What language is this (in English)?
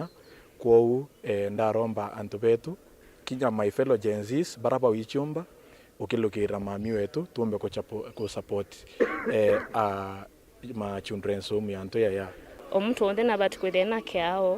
Meru